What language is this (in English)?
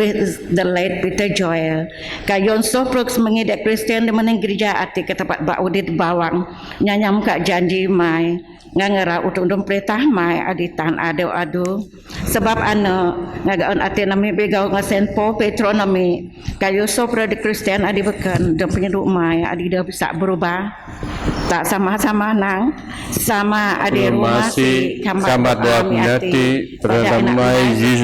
Biatah Bidayuh